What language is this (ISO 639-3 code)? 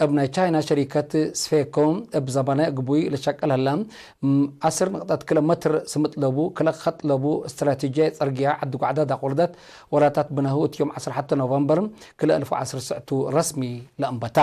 tig